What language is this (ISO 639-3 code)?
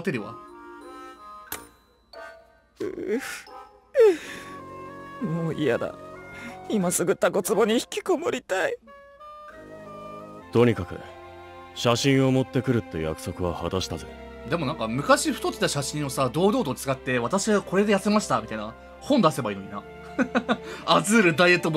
jpn